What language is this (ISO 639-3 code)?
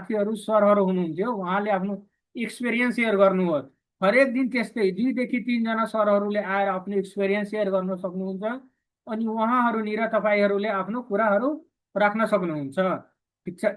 nep